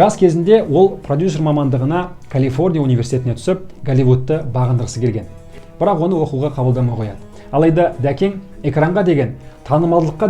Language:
Kazakh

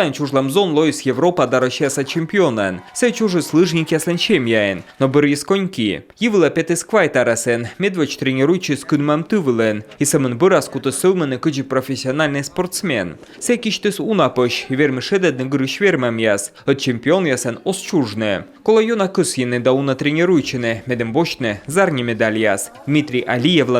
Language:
Komi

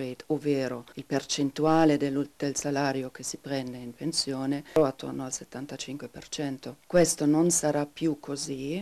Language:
Italian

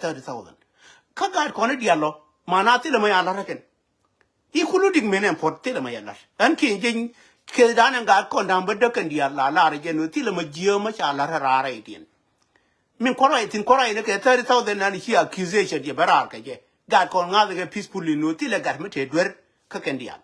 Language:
Nuer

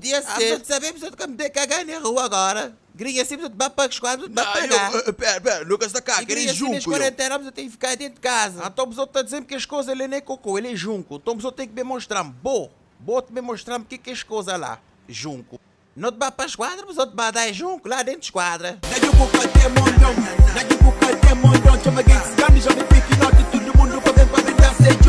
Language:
Kabuverdianu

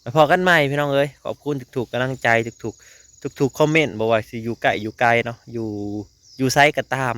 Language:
Lao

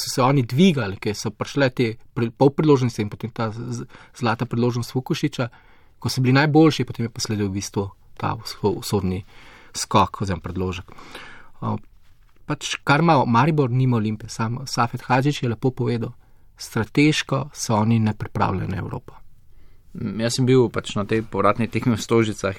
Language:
Slovenian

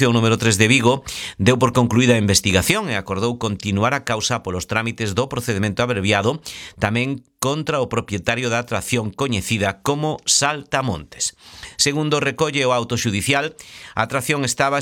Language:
Galician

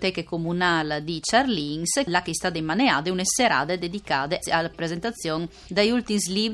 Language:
Friulian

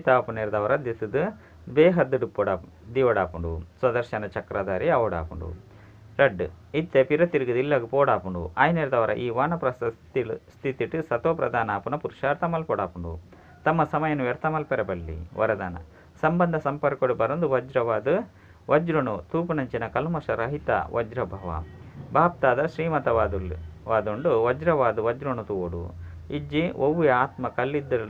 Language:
Tulu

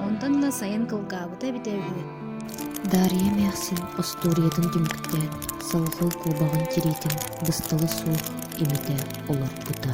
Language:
Yakut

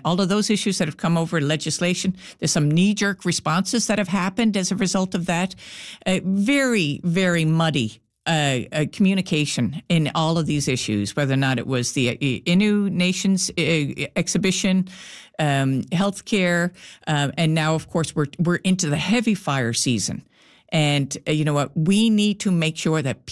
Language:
English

